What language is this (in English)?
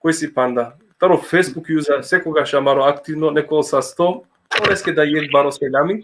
Balkan Romani